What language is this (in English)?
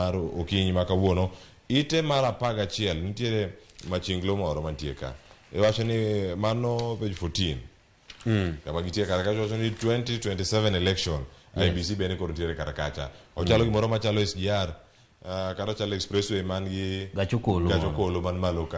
Luo (Kenya and Tanzania)